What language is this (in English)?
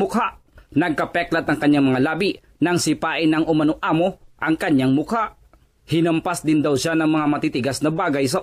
Filipino